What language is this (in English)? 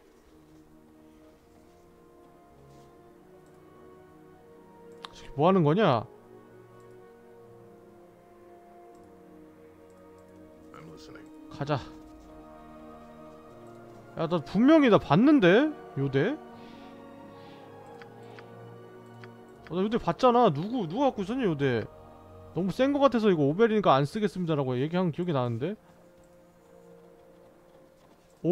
Korean